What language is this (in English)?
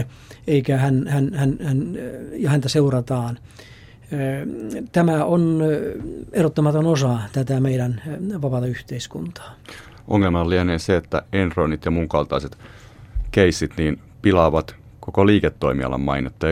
Finnish